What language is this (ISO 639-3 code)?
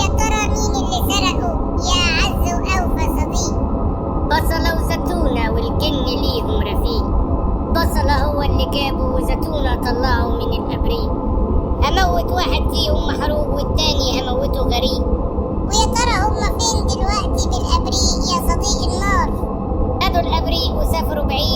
arz